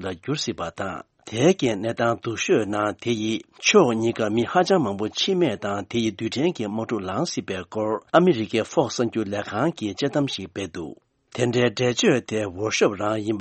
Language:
Tibetan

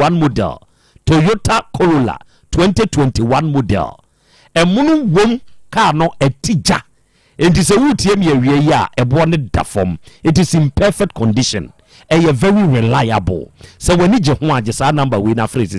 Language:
Akan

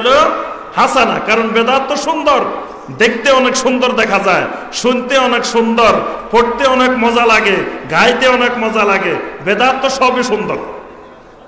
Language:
Bangla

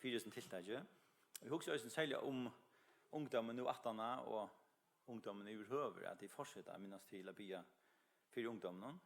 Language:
Faroese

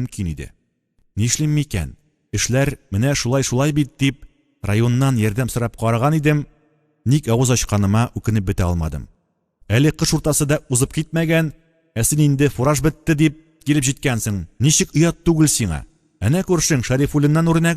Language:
Tatar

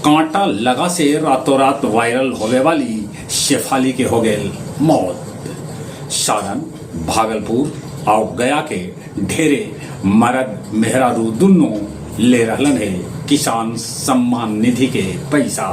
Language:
Magahi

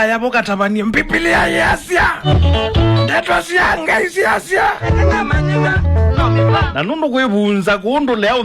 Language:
Kamba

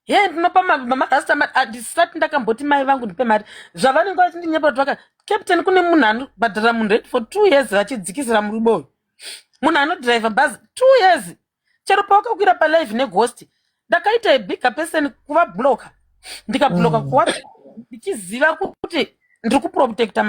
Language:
Shona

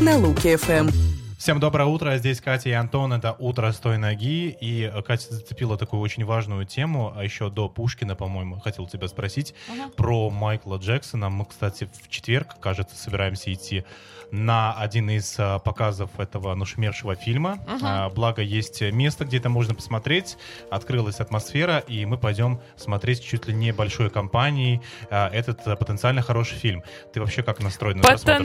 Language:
Russian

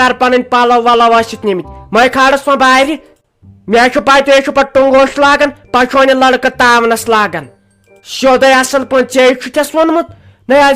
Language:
Kashmiri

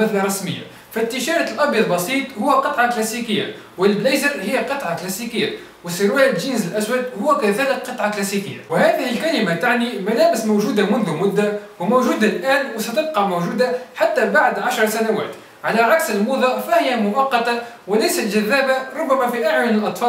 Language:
Arabic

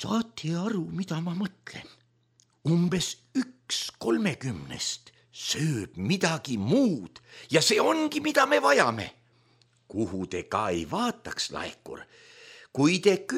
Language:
Estonian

